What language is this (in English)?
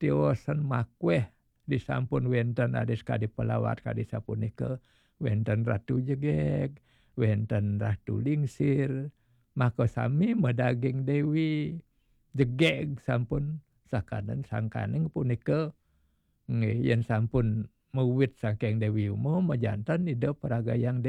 Balinese